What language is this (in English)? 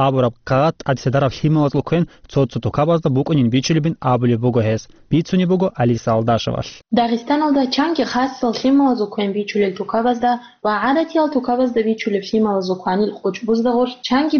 Avaric